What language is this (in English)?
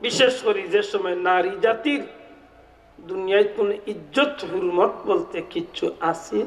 Sylheti